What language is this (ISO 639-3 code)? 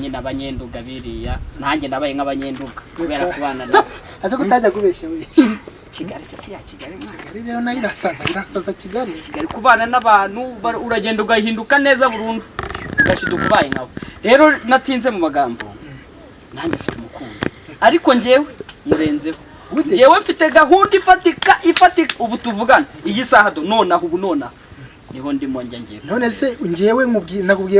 kin